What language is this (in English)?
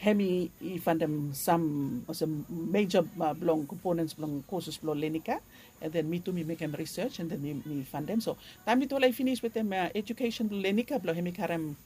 Bislama